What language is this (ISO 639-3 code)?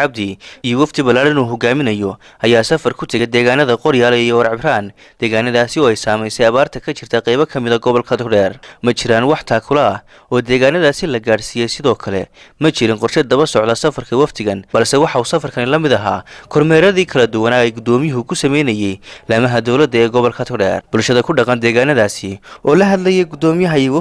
som